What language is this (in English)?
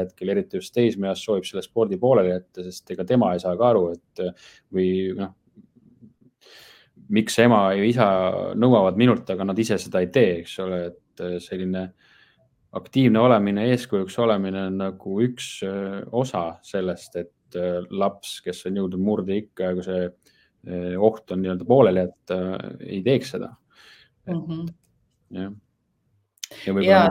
Estonian